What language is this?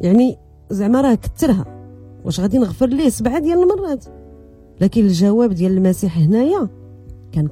Moroccan Arabic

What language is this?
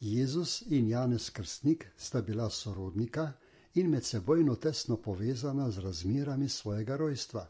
Slovenian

